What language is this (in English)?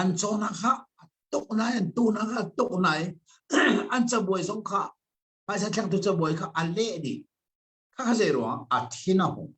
Hakha Chin